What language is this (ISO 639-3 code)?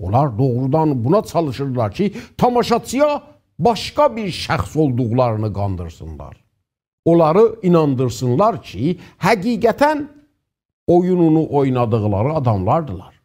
azb